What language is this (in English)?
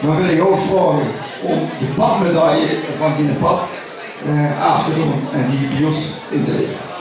Limburgish